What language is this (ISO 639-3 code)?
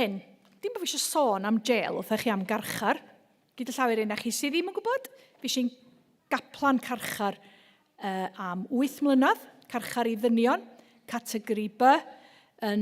cym